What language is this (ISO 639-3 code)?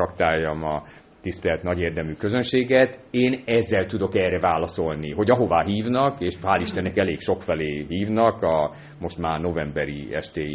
hun